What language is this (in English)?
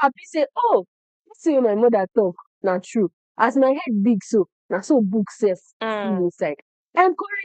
Nigerian Pidgin